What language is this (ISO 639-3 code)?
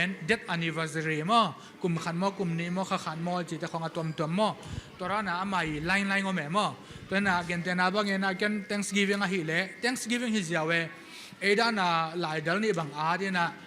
ctd